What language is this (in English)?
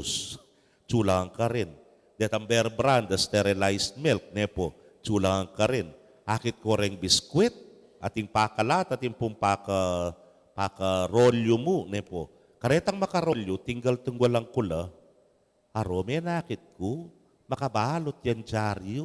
Pampanga